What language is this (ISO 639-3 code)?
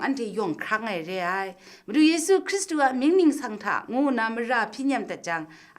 kac